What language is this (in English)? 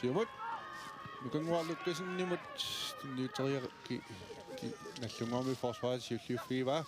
Kalaallisut